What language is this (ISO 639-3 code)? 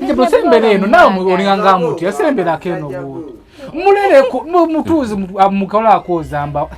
lug